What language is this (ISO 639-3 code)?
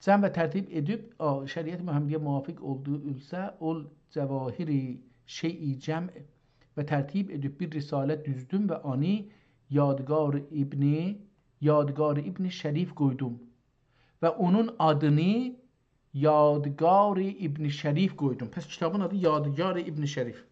azb